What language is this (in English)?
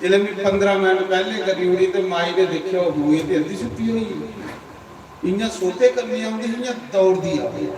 Dogri